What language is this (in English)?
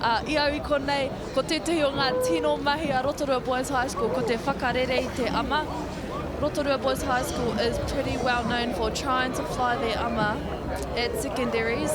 Māori